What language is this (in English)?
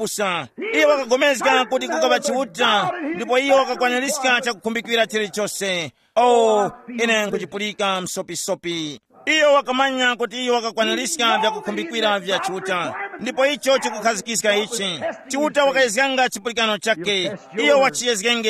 Tumbuka